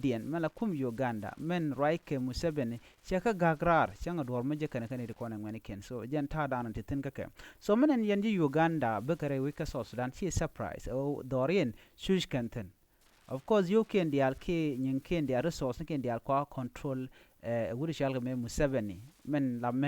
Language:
Nuer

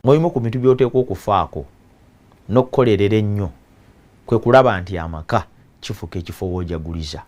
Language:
Ganda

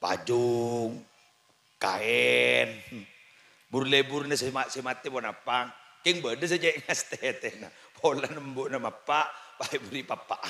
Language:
Madurese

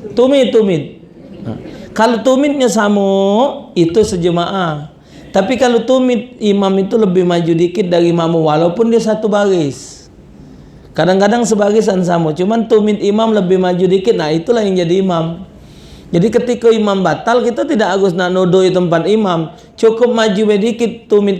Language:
Musi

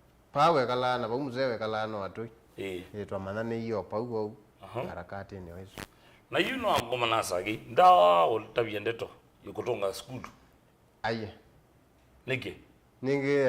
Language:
Kamba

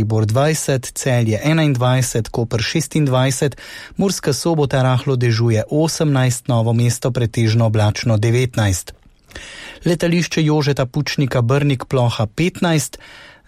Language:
Slovenian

